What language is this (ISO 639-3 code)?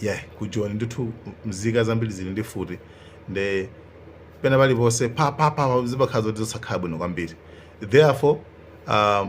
nya